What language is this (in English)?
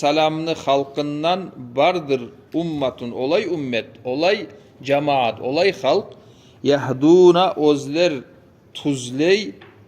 Kumyk